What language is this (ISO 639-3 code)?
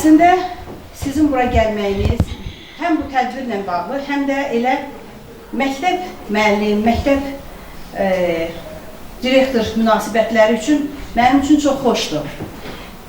aze